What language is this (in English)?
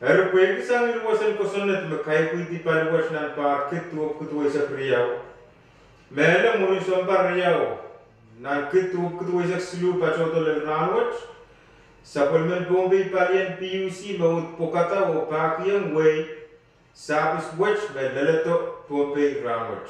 Pohnpeian